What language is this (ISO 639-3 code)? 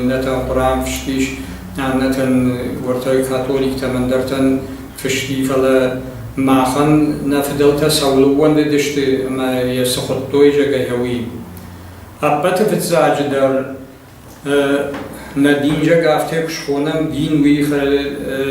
oss